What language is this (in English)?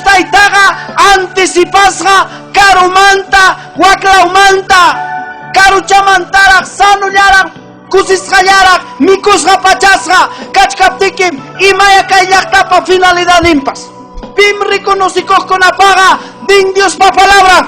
Ayacucho Quechua